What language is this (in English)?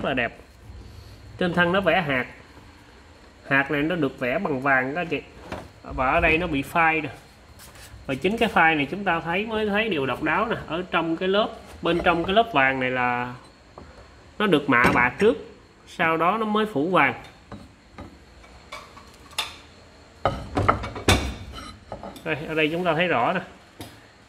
Vietnamese